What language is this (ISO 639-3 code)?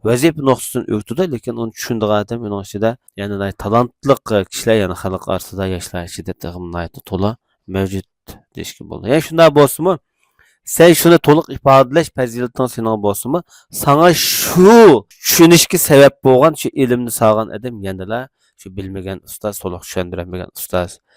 uig